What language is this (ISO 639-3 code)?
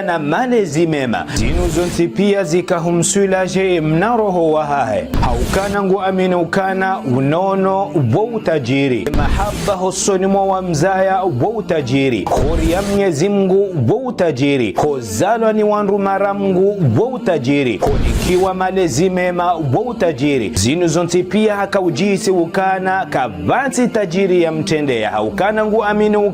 zdj